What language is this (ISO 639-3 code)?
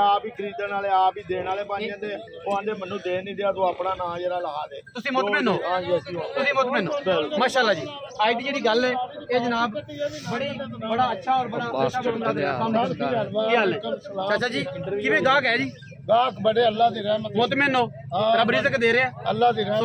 pan